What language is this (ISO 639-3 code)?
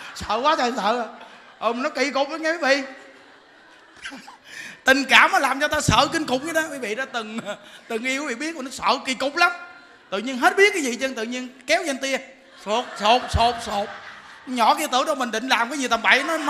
vie